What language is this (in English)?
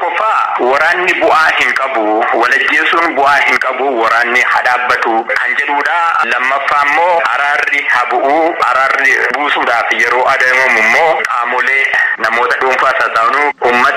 Oromo